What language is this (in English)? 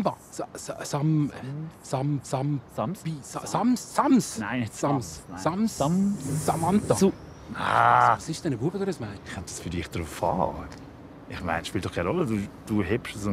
Swiss German